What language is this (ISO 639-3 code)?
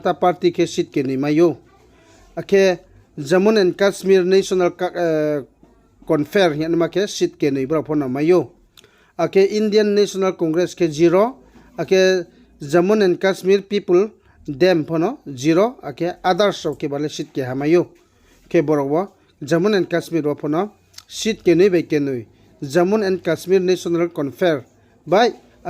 ria